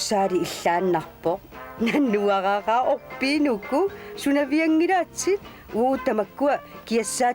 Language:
Kalaallisut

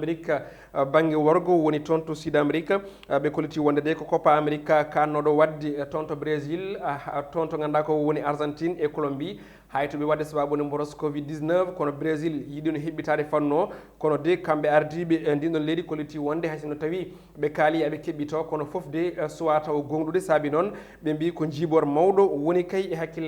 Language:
Fula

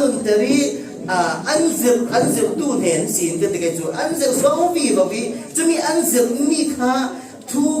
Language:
Falam Chin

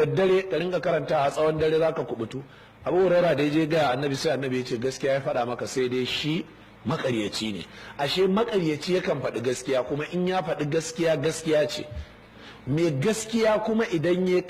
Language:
Hausa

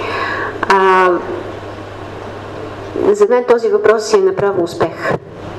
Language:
Bulgarian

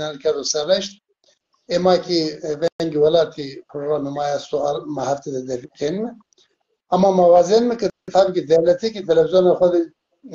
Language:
Zaza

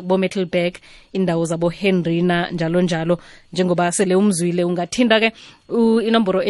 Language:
South Ndebele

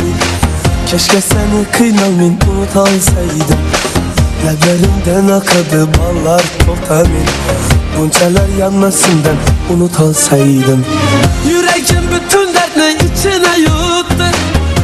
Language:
Kara-Kalpak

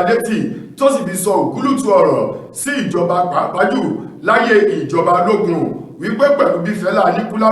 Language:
Yoruba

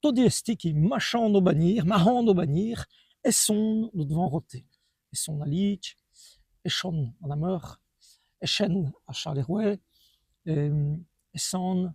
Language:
Walloon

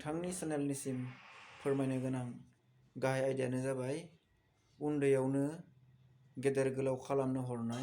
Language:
Bodo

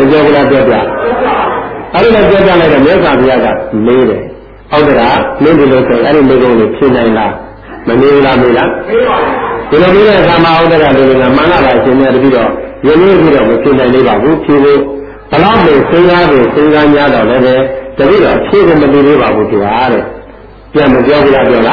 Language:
Burmese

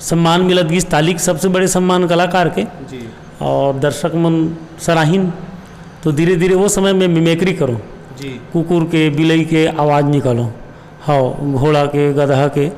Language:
Chhattisgarhi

